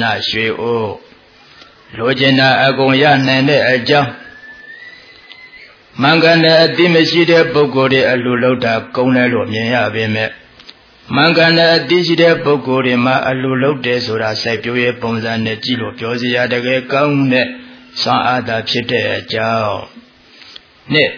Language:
Burmese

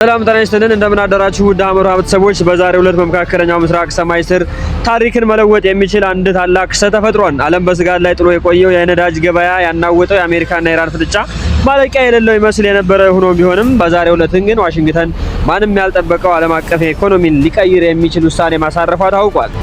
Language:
Amharic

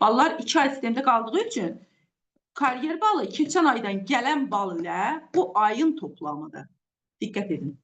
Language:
Azerbaijani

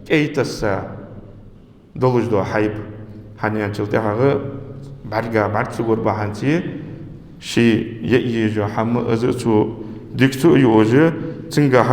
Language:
Ingush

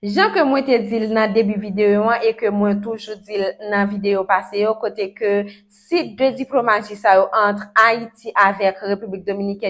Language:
Haitian Creole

